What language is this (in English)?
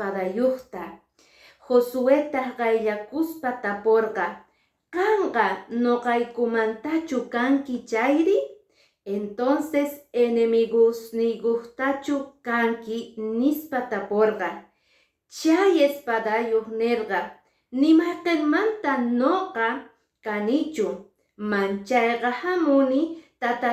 Quechua